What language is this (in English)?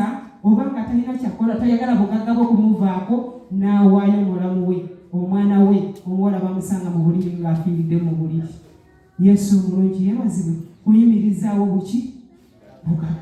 Ganda